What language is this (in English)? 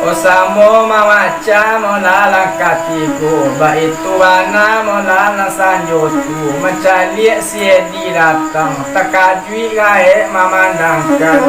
Minangkabau